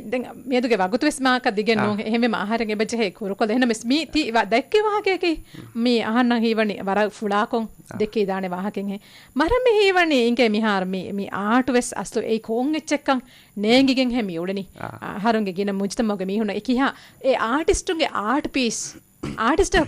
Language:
Divehi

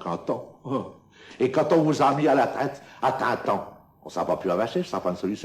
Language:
Picard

